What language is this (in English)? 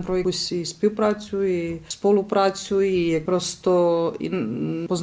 Rusyn